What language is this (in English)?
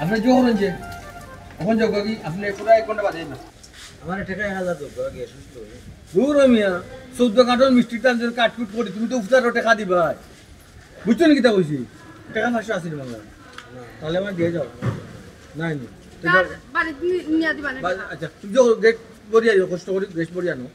Sylheti